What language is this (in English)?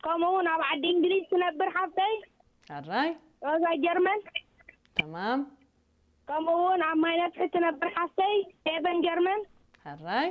Tigrinya